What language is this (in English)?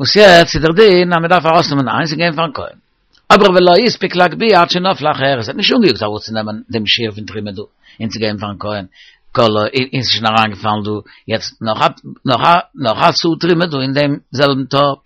Yiddish